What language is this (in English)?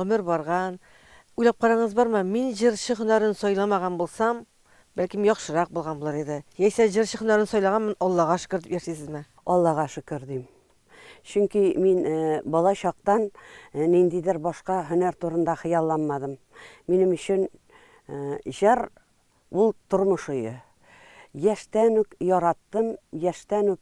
Tatar